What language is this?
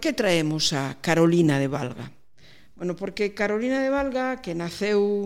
Galician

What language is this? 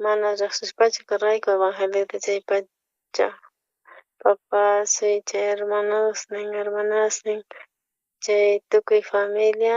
South Bolivian Quechua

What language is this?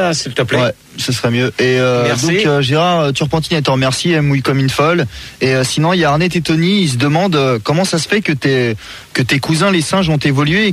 French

